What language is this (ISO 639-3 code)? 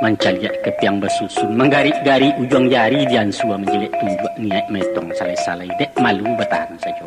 min